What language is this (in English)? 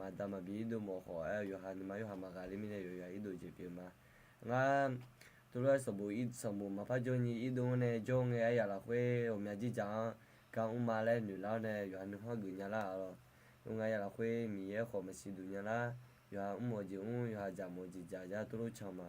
Akha